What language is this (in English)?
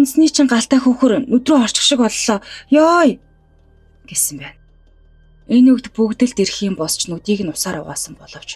Mongolian